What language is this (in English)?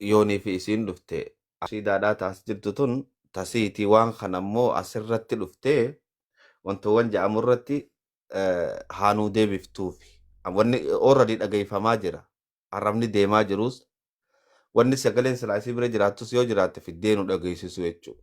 Oromo